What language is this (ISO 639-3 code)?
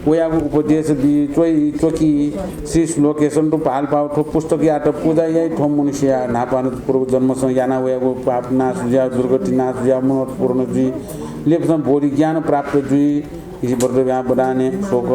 new